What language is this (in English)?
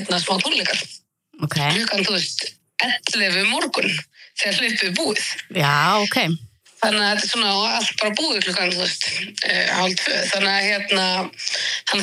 Icelandic